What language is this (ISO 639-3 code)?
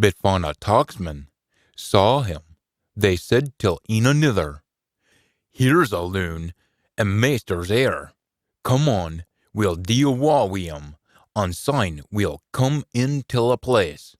sco